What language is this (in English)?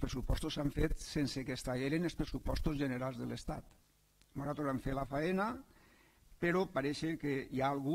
Catalan